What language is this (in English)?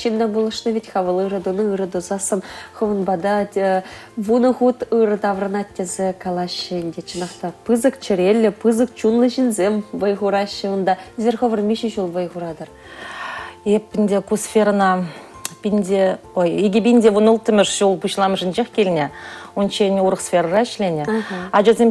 Chuvash